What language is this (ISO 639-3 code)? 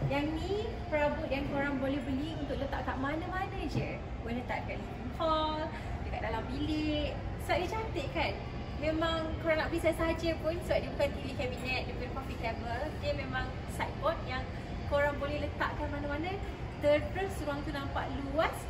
msa